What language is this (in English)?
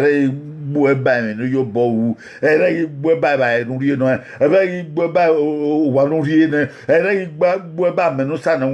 Bini